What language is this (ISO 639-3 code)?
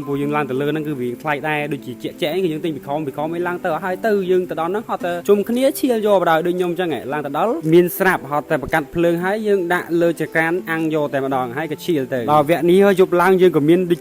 khm